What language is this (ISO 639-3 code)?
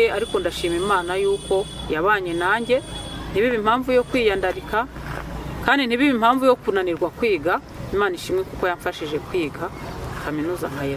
kin